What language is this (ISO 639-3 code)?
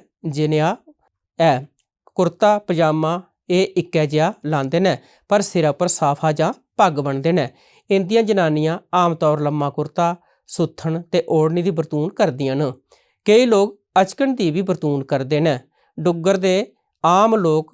doi